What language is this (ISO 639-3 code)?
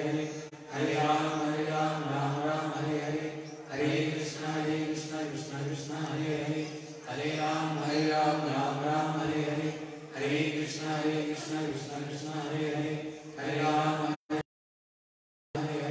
hin